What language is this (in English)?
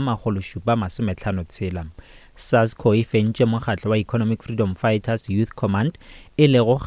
Northern Sotho